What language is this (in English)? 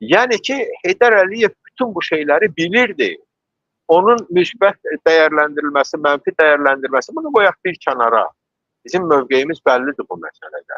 Azerbaijani